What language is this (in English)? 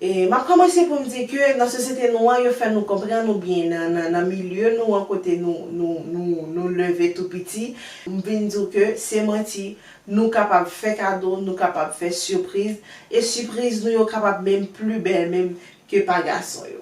Haitian Creole